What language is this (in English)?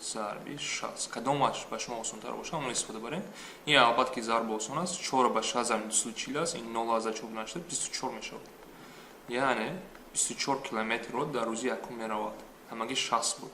Tajik